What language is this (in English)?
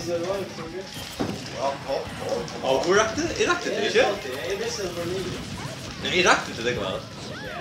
Faroese